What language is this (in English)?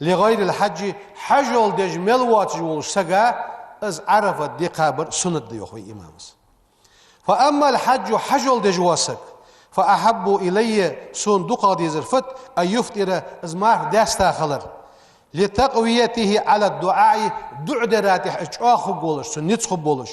Ingush